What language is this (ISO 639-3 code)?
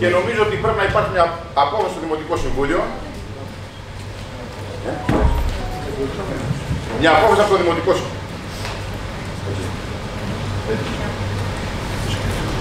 ell